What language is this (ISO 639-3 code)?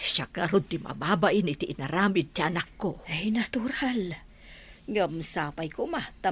ilo